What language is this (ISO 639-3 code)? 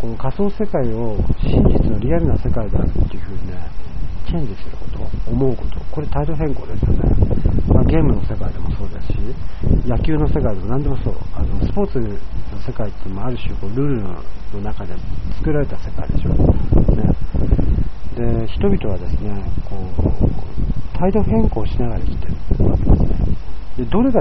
jpn